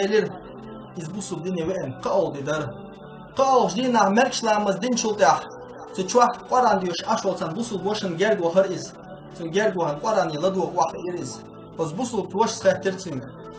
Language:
Chechen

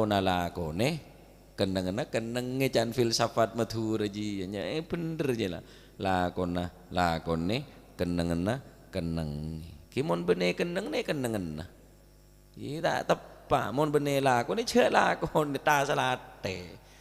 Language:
Madurese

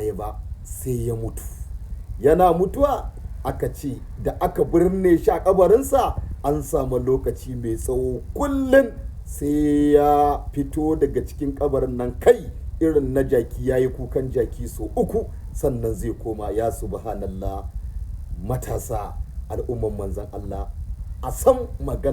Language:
Hausa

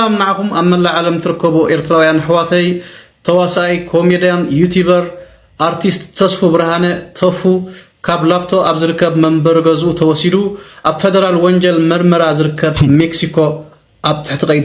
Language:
Tigrinya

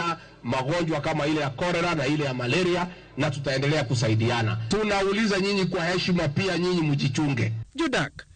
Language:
Luo (Kenya and Tanzania)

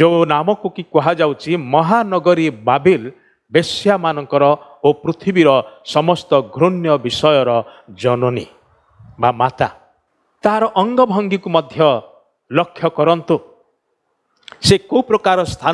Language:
Odia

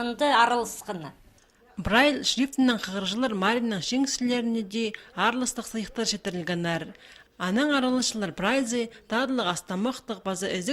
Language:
Khakas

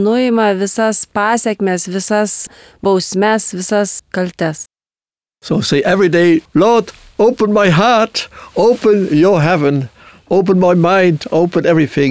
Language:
Lithuanian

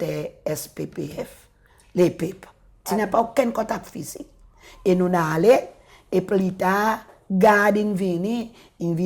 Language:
Seselwa Creole French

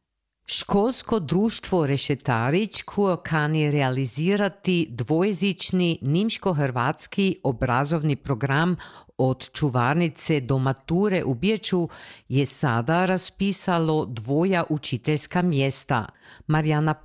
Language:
Croatian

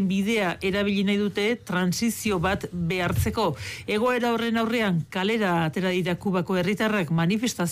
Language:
Basque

